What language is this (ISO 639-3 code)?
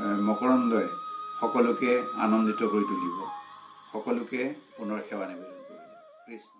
asm